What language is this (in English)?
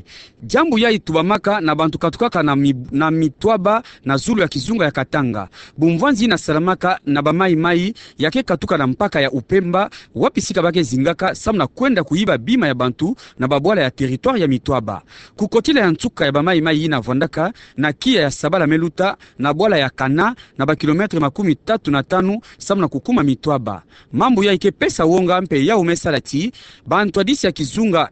Kituba (Democratic Republic of Congo)